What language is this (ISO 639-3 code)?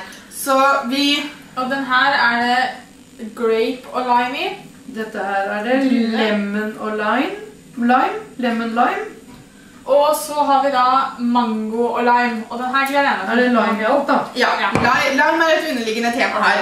nor